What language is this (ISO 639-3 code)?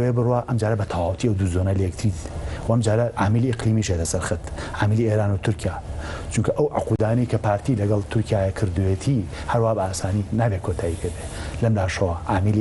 ckb